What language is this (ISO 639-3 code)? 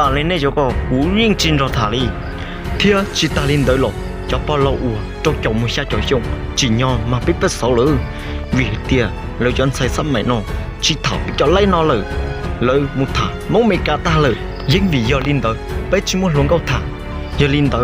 hmn